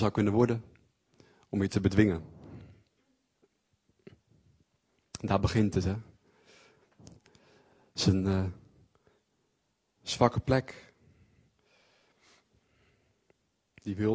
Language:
Dutch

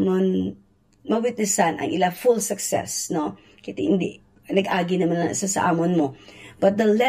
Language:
Hiligaynon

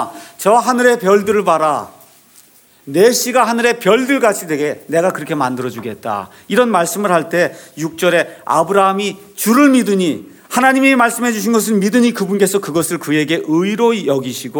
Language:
Korean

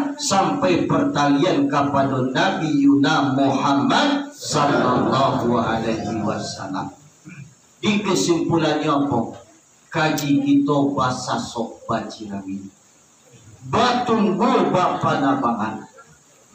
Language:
Minangkabau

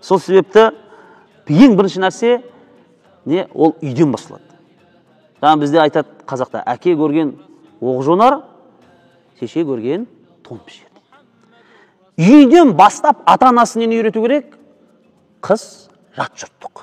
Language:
Kazakh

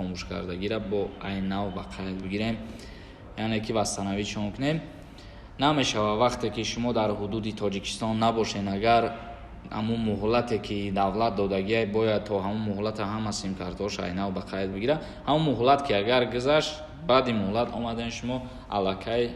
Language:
Tajik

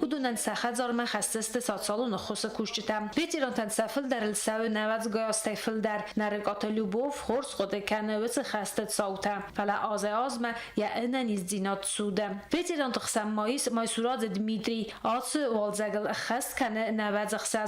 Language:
Ossetic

